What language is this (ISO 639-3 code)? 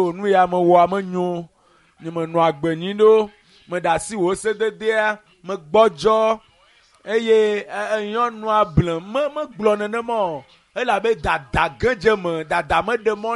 ewe